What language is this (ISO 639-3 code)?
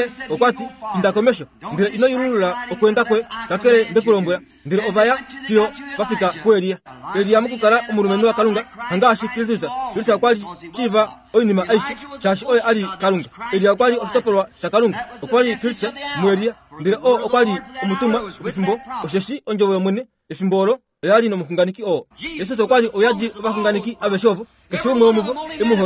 kua